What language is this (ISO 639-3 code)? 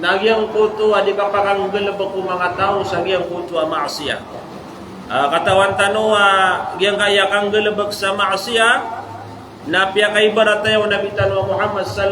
mrw